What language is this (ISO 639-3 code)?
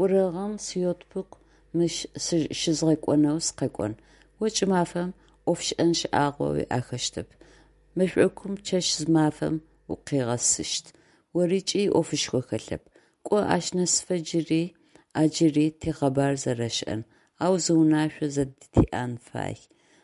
ady